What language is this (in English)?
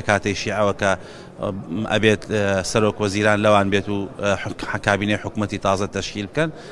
Central Kurdish